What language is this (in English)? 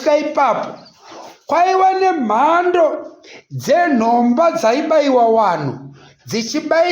Shona